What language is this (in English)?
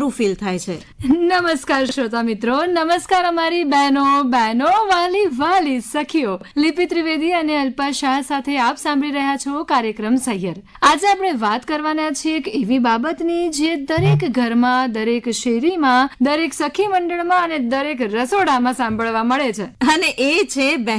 Gujarati